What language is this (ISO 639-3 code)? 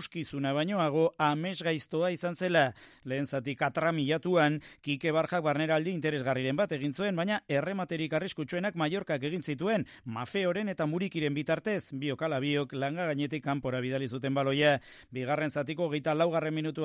eus